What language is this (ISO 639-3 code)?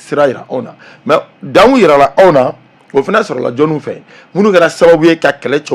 bam